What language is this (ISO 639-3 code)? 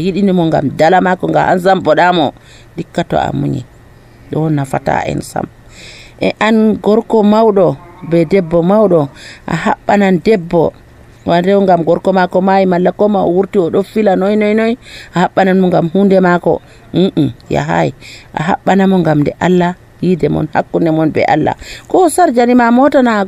fuv